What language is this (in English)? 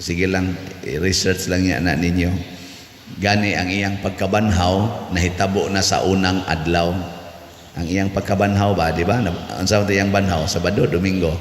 Cebuano